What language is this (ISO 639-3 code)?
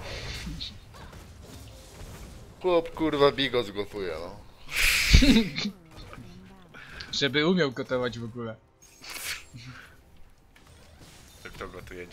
pol